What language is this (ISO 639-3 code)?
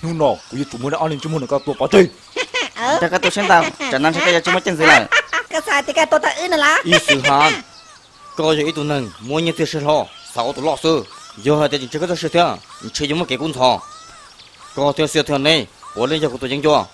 hmn